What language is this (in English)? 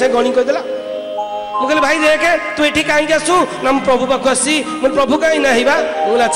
Odia